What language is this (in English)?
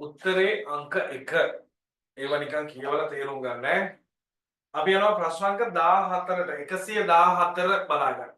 Sinhala